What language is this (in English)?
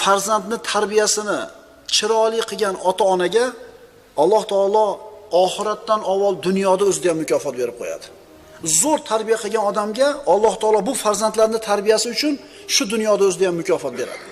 Uzbek